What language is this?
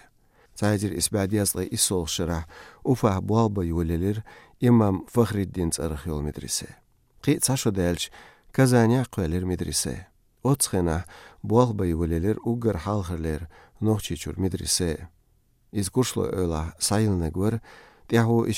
Chechen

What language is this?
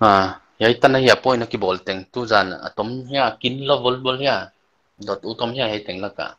Paite Chin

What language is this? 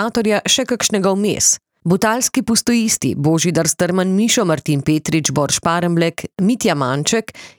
Slovenian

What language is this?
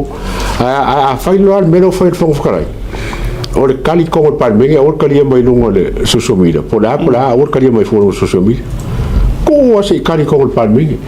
Samoan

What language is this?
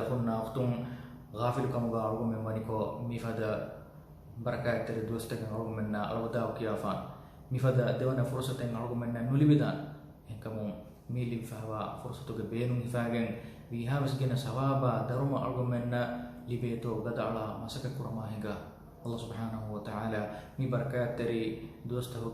Divehi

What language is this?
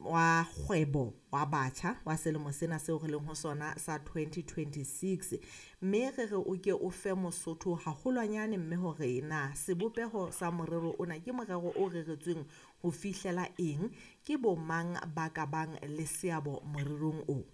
Southern Sotho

